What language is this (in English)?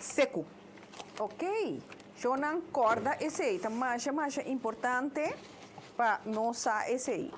Papiamento